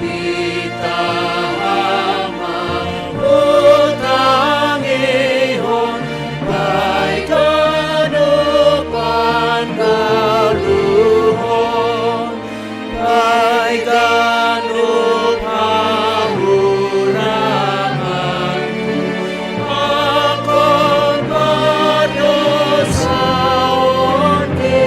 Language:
Batak Simalungun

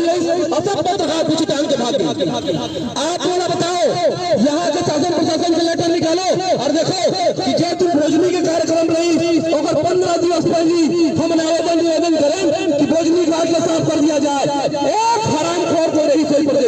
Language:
Chhattisgarhi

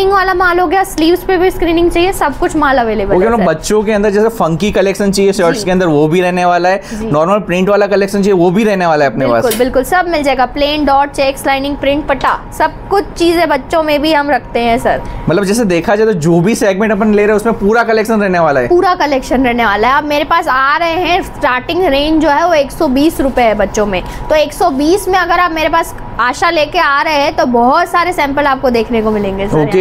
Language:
Hindi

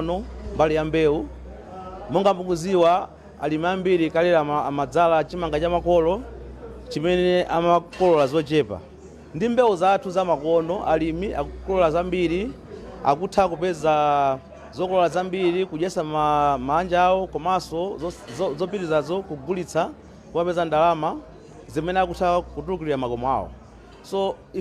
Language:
Nyanja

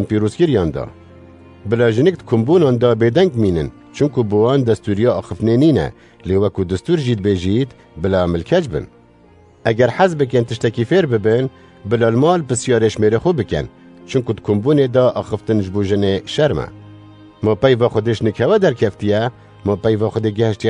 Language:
Kurdish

